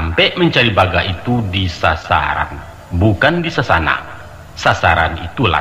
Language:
Minangkabau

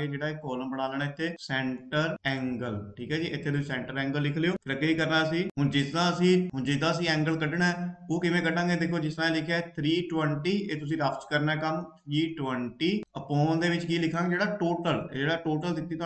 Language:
Punjabi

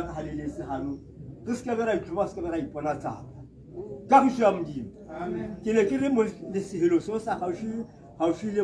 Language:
Tswana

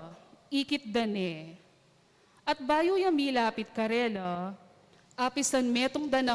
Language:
Pampanga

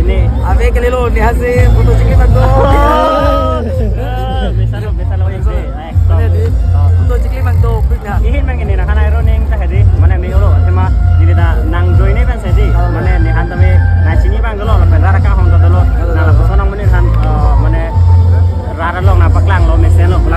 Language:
Karbi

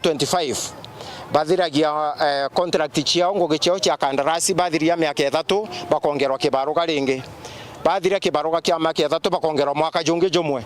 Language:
Meru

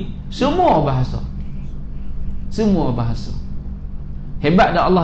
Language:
Malay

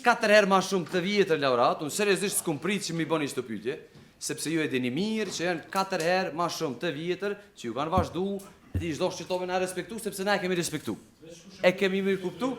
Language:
Albanian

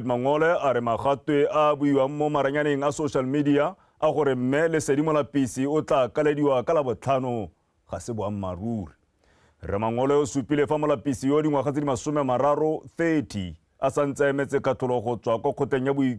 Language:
Tswana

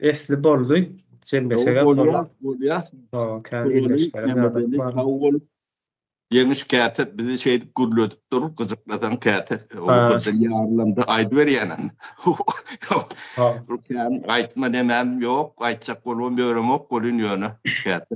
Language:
Turkmen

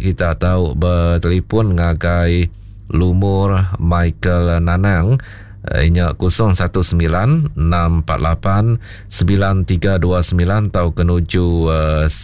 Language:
Iban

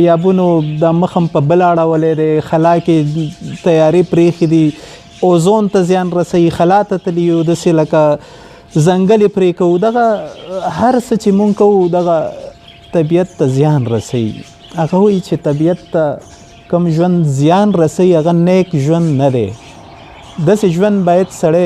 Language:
Pashto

